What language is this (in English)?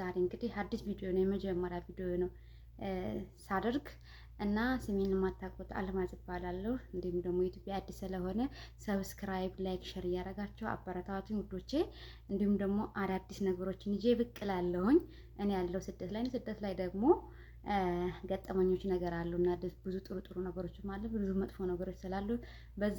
Amharic